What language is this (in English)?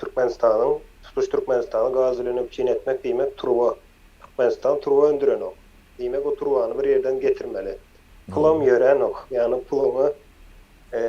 Turkmen